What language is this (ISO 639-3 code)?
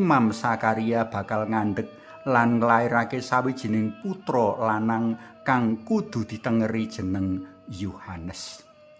jav